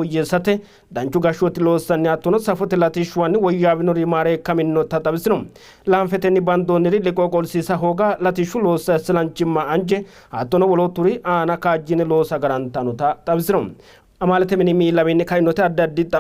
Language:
Sidamo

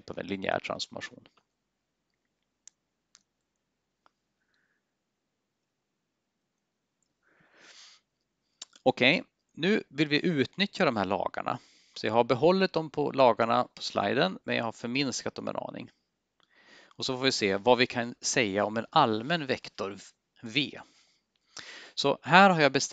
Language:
Swedish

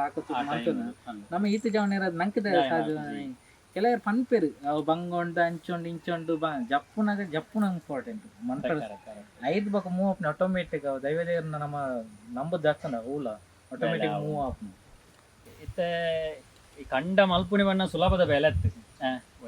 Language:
Tulu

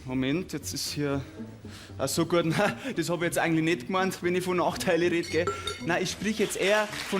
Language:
Bavarian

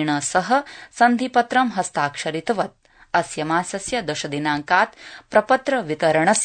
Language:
Sanskrit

